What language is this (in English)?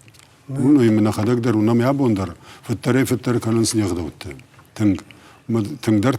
Ossetic